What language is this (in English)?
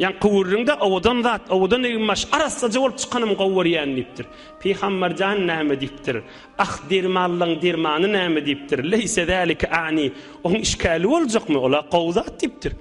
Turkmen